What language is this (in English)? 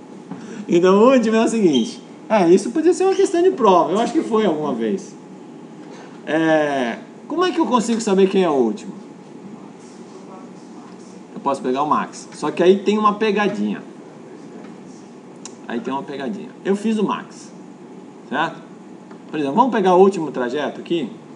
Portuguese